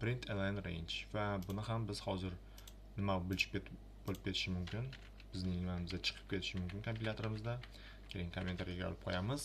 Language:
Uzbek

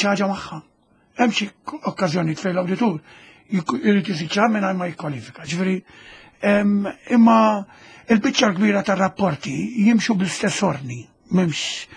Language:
Maltese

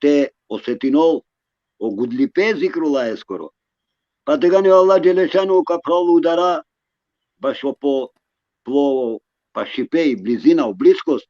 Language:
Balkan Romani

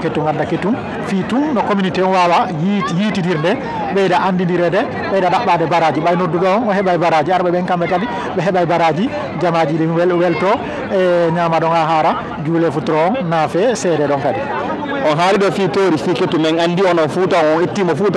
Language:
Fula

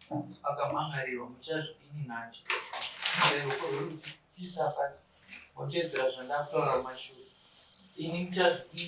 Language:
Shona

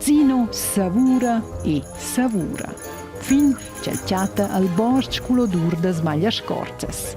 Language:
Romansh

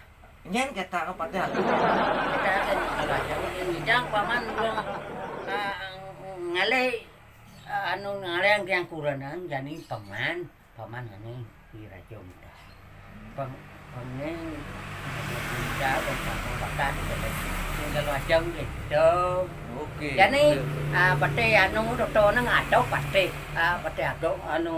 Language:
Balinese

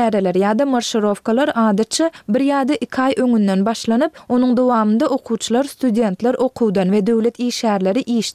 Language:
Turkmen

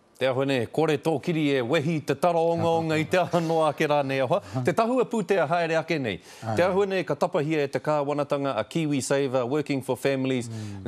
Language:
Māori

